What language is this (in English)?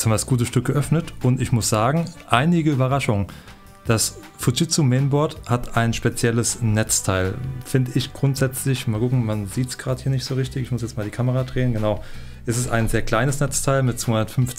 German